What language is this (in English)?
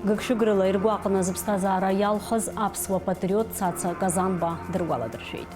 Abkhazian